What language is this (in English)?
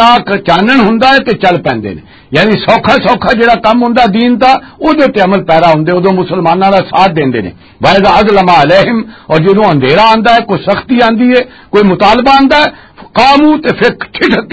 Western Panjabi